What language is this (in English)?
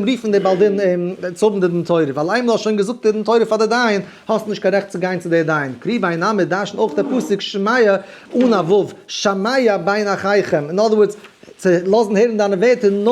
Yiddish